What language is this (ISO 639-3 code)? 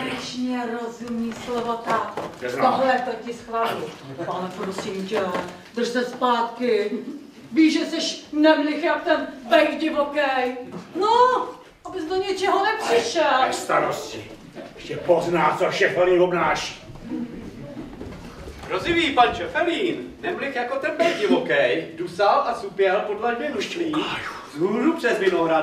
ces